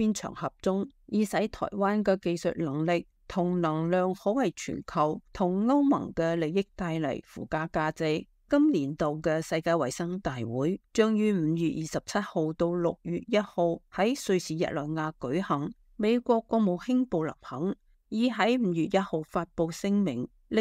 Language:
Cantonese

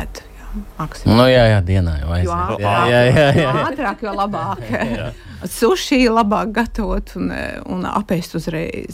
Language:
Latvian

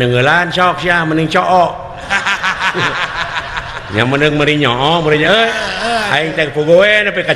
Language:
Sundanese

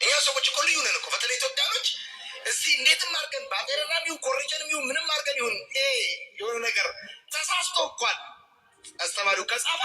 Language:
Amharic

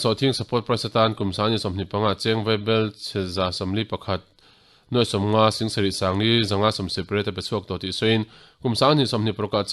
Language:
Mizo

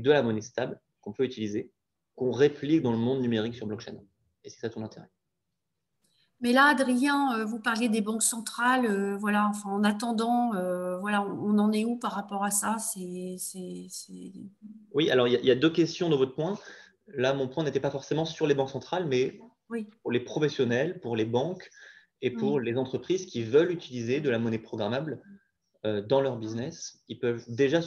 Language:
French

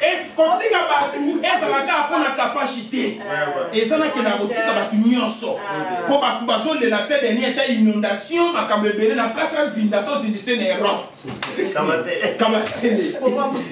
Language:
Lingala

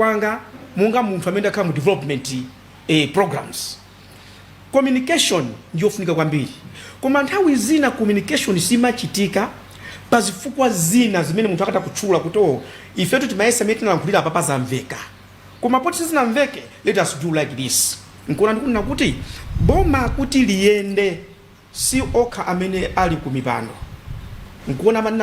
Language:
Nyanja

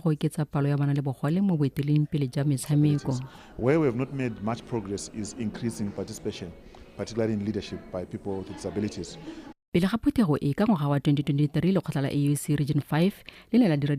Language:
Tswana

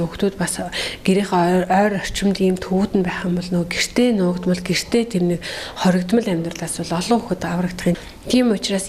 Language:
Mongolian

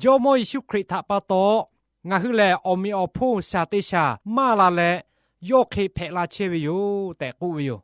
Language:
Lahu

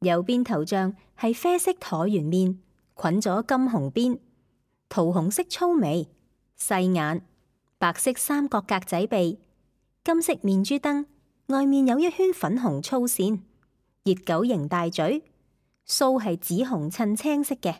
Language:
Cantonese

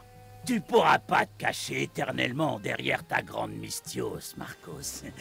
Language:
French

